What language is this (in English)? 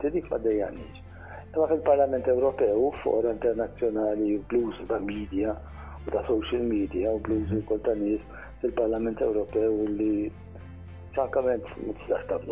Maltese